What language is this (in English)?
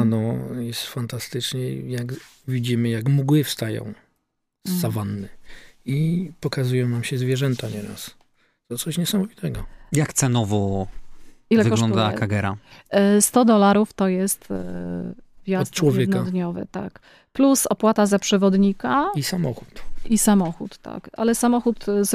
Polish